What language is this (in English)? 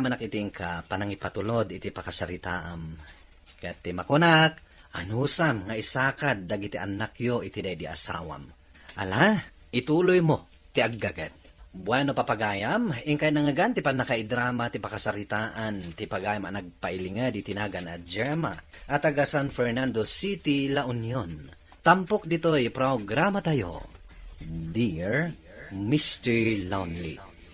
Iloko